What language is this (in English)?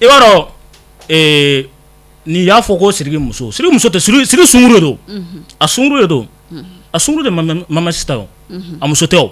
Bambara